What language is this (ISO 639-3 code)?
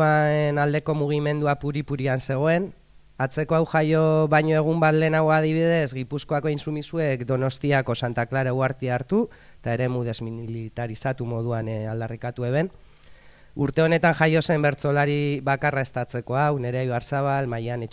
eus